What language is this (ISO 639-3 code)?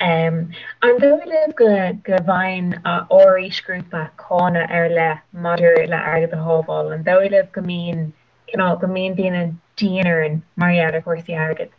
gle